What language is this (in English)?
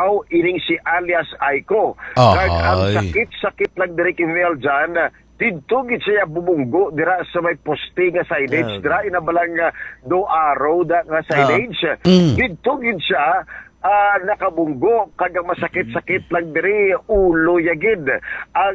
Hiligaynon